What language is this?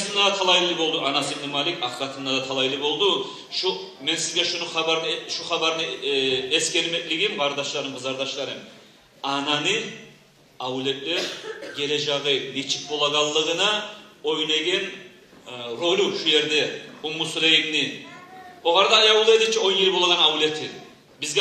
Kumyk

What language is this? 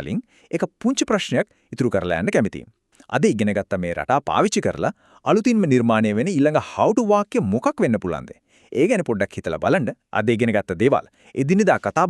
Sinhala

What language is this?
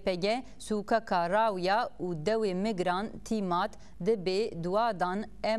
Zaza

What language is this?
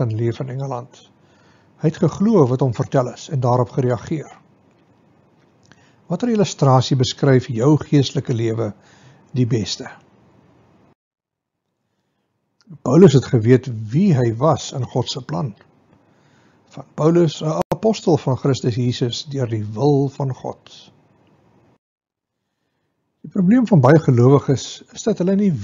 Afrikaans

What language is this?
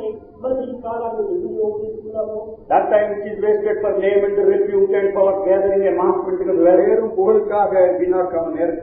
Telugu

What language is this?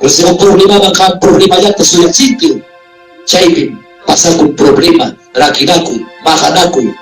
Ayacucho Quechua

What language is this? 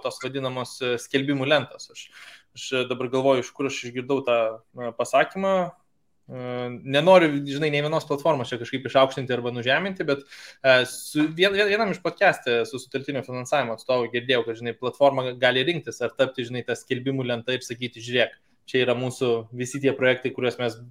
Lithuanian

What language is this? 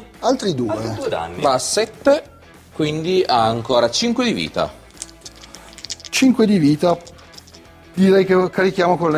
Italian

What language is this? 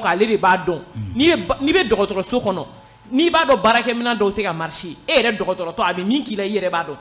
Bambara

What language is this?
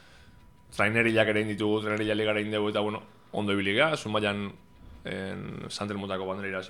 Basque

